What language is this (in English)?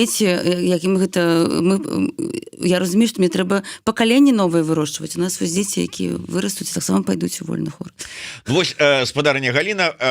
Belarusian